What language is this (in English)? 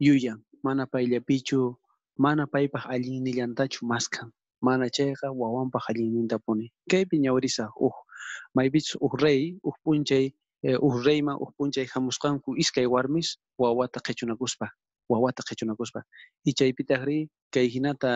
South Bolivian Quechua